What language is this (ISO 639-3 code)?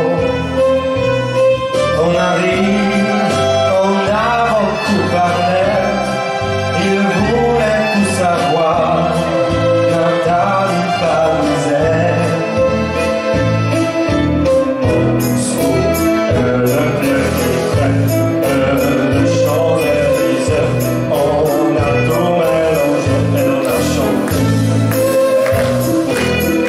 fra